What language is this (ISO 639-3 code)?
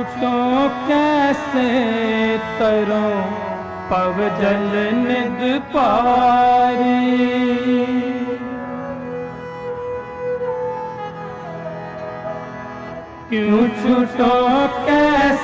hin